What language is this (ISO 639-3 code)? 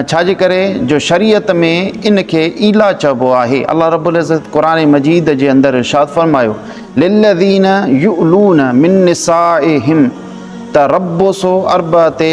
snd